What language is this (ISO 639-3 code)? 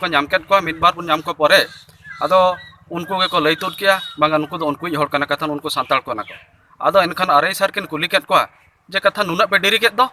sat